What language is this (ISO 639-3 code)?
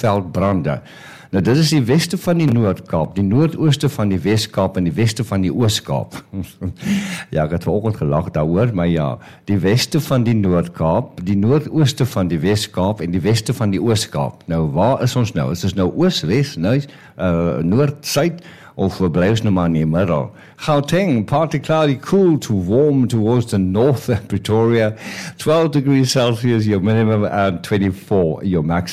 afr